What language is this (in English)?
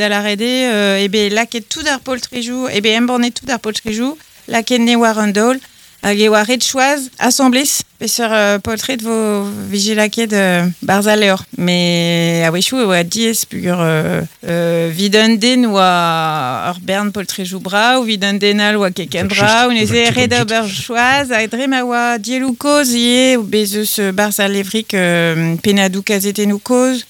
Breton